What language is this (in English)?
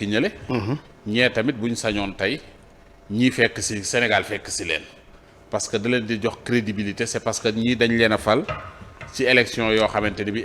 Wolof